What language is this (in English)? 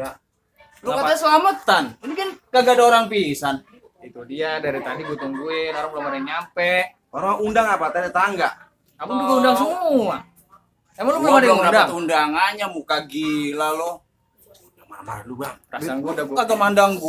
Betawi